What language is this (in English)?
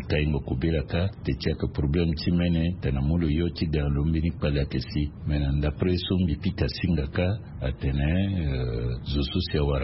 Sango